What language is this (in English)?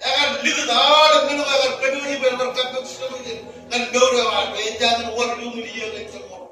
Marshallese